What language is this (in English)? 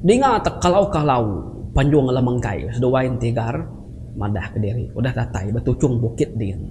Iban